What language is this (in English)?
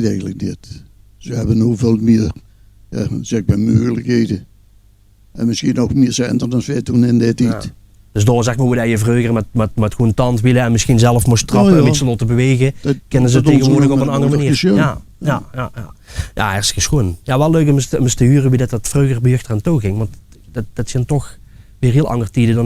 Limburgish